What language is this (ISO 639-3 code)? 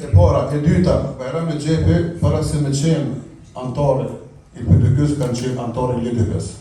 sqi